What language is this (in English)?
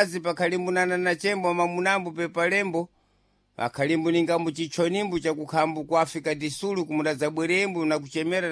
Sena